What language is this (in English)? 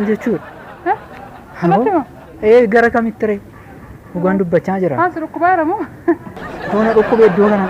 Oromo